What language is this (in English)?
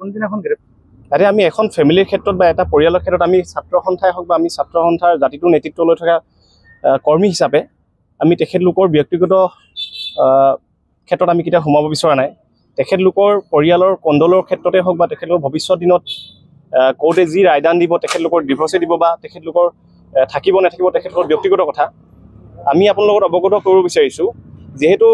Assamese